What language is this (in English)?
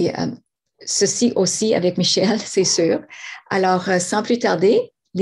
French